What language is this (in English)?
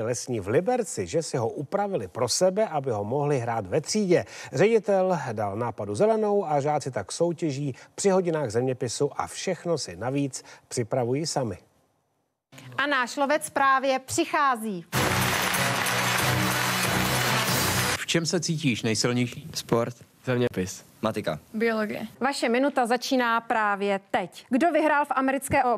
Czech